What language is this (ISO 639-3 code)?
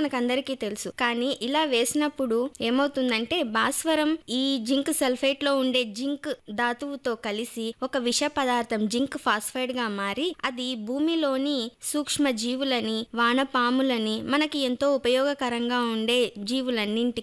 tel